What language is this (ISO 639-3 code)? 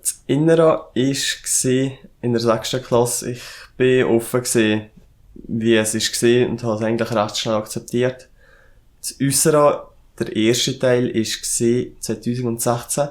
gsw